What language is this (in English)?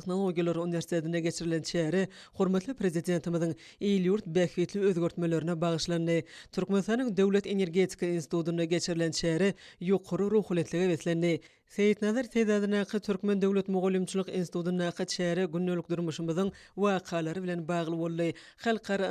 Turkmen